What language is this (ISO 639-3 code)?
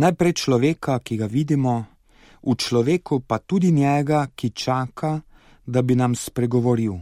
slv